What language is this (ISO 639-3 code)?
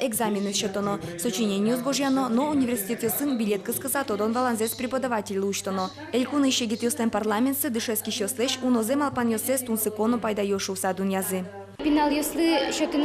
udm